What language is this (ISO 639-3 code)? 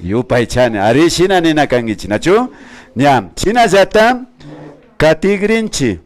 qvi